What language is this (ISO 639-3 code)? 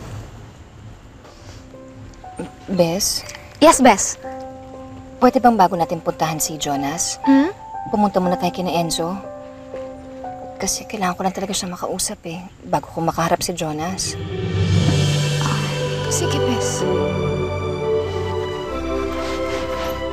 fil